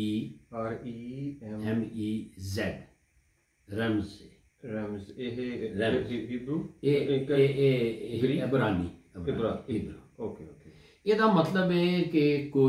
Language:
Punjabi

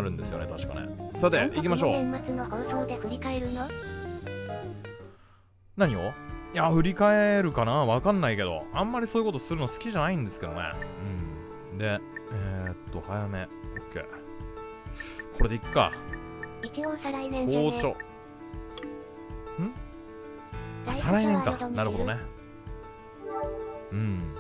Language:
Japanese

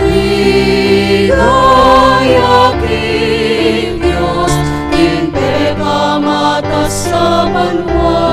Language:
Pampanga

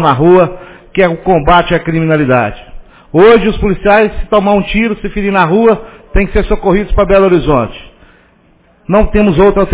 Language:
Portuguese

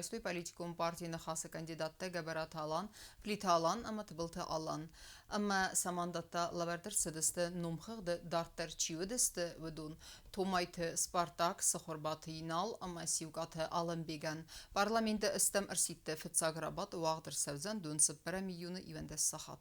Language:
Ossetic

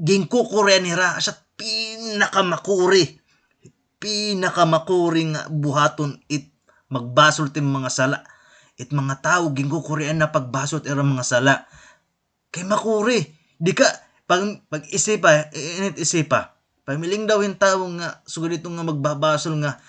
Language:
Waray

